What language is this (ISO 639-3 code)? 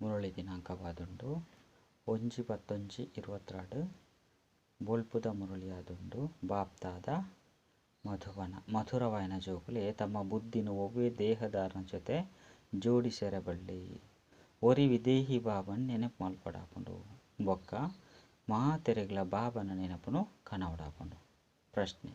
tcy